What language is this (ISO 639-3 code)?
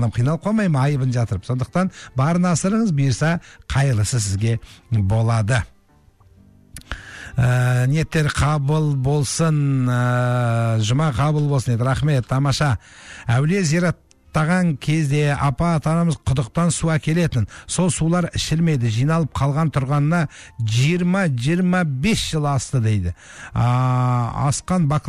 kaz